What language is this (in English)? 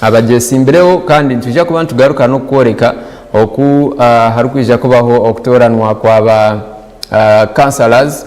Nyankole